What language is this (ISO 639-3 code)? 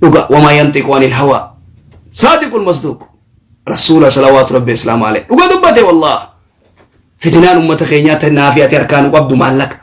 orm